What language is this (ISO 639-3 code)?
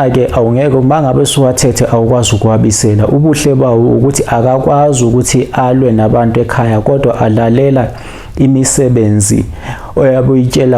zul